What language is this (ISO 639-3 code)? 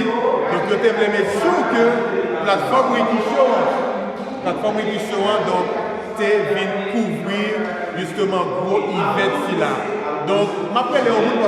hat